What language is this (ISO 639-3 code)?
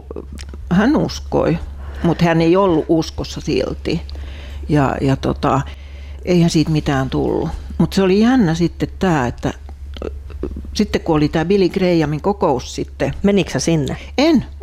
fin